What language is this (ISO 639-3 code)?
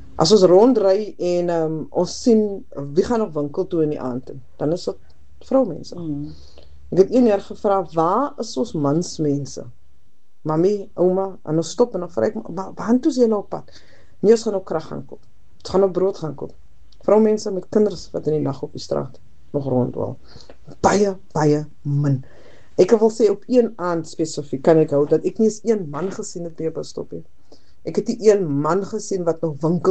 afr